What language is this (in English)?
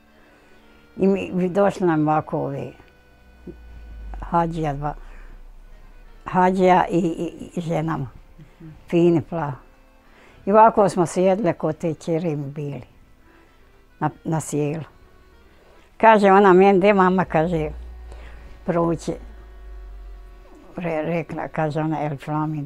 Bosnian